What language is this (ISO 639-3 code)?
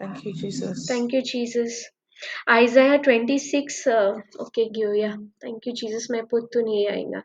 kok